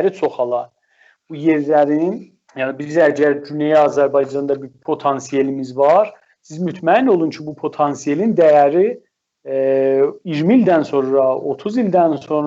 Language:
South Azerbaijani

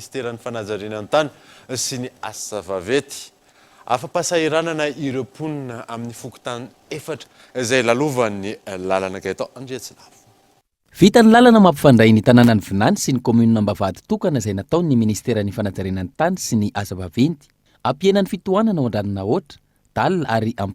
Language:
Malagasy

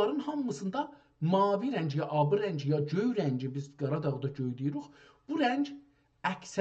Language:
South Azerbaijani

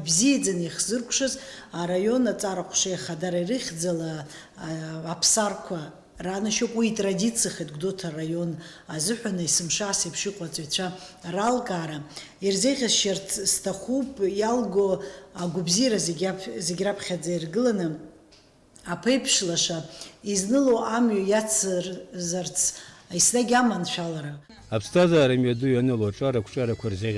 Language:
Abkhazian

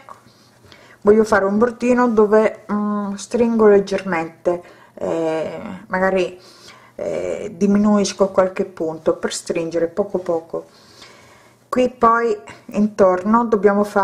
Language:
Italian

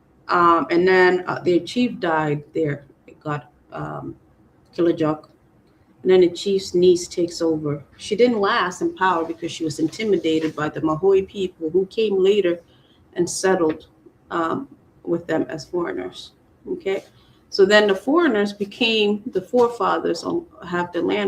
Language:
Acoli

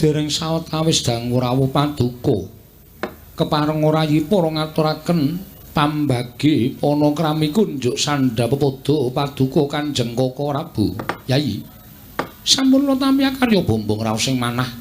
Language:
Javanese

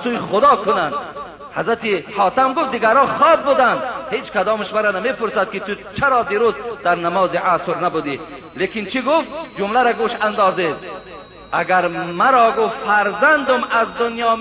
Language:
Tajik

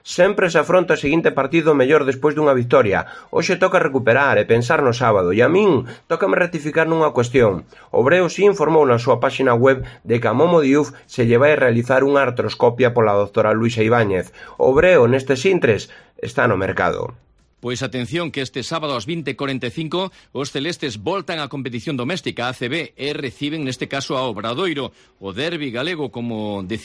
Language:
Galician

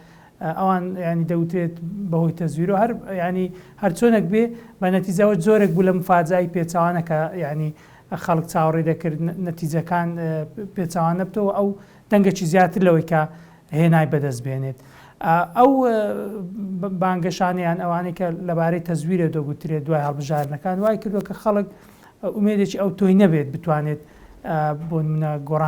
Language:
Central Kurdish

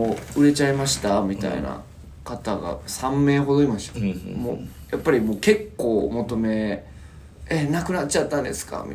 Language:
Japanese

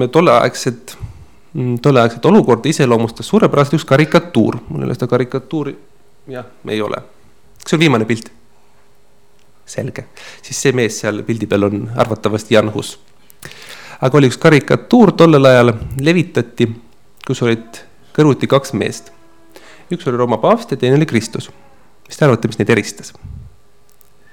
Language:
Estonian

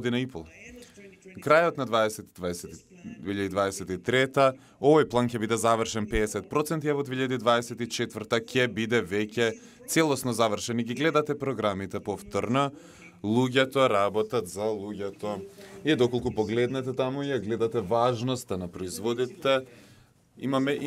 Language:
Macedonian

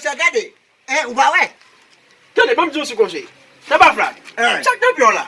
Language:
Haitian Creole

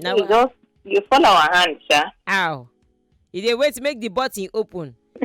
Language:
Nigerian Pidgin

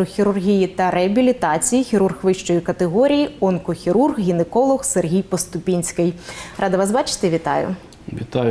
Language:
Ukrainian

